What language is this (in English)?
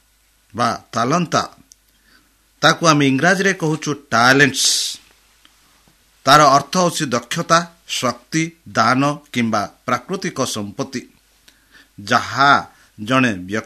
Odia